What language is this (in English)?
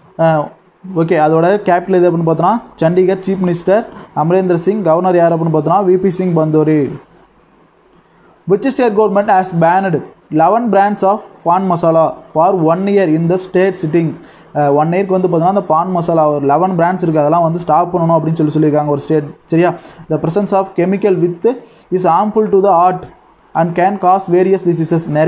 Tamil